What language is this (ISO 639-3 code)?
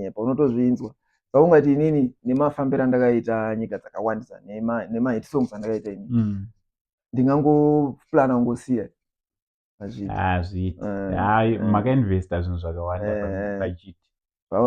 sna